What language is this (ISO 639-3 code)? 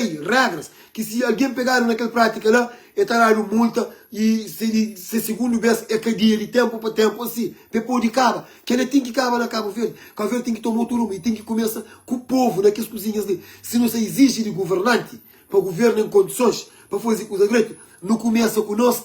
kea